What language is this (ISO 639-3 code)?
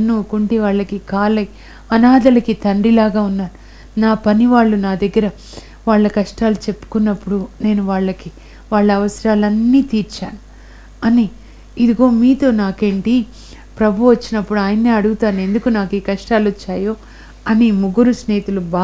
tel